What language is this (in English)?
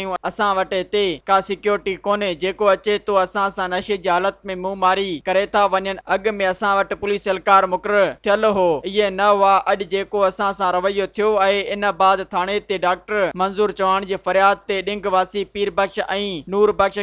Sindhi